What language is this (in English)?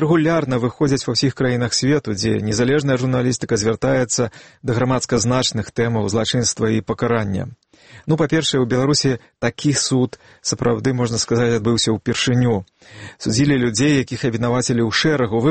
Belarusian